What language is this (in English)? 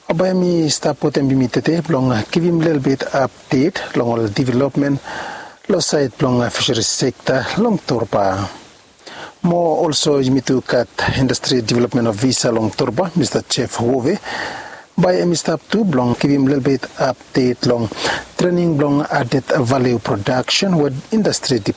Bislama